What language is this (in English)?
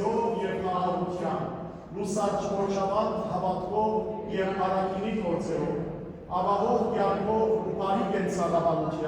Western Armenian